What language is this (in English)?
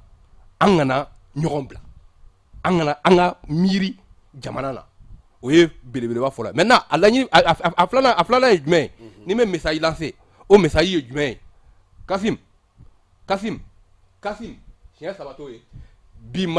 Bambara